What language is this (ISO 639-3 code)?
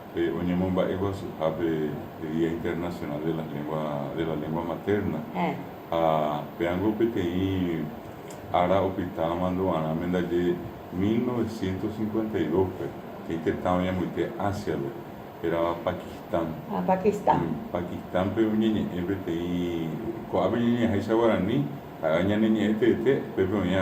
grn